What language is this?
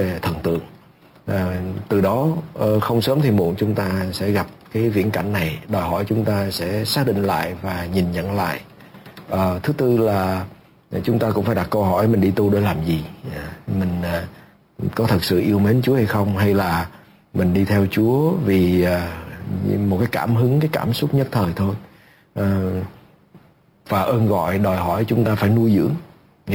Vietnamese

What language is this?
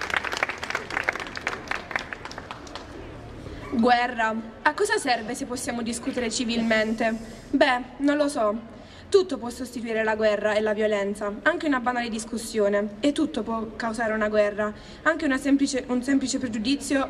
Italian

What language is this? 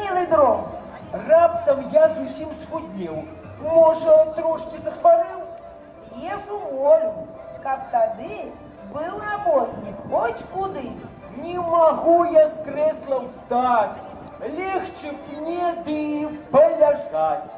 Belarusian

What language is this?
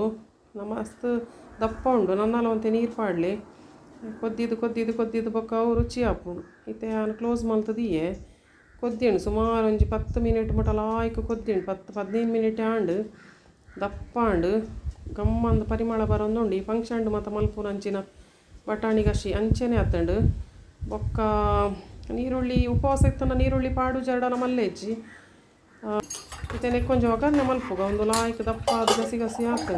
Tulu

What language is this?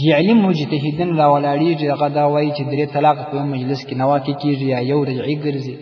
Pashto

